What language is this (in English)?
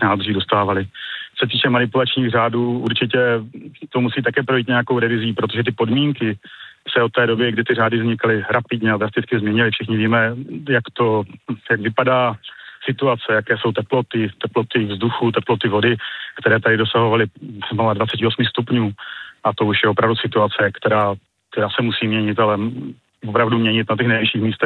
Czech